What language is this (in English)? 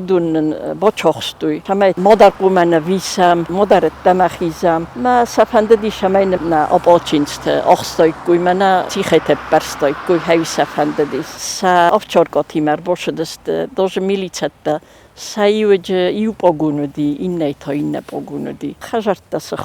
Ossetic